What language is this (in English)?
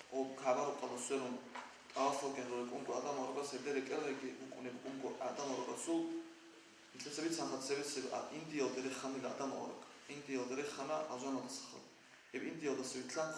Avaric